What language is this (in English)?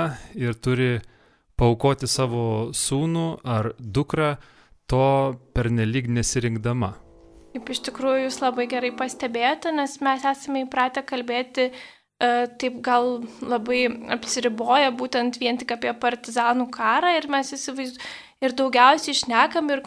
Lithuanian